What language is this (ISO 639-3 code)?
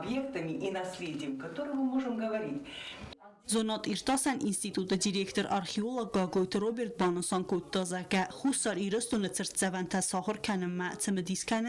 oss